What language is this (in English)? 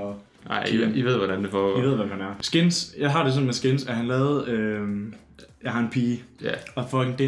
Danish